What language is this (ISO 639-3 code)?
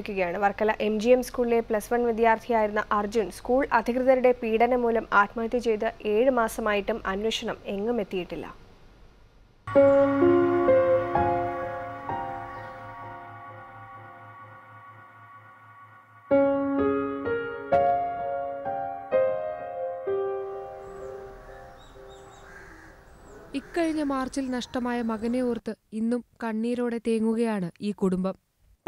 mal